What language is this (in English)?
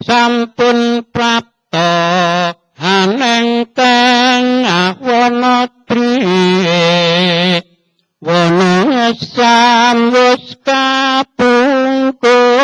Javanese